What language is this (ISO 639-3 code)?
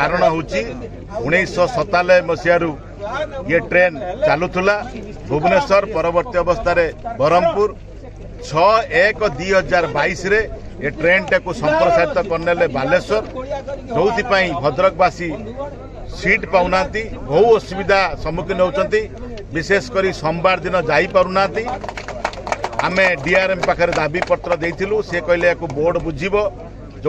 ori